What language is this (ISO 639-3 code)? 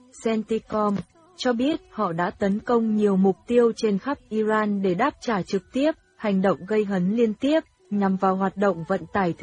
vie